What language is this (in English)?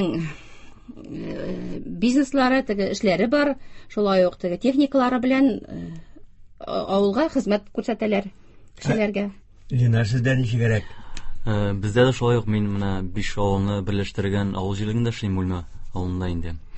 Tatar